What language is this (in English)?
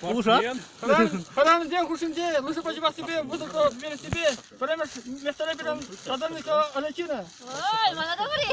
Chuvash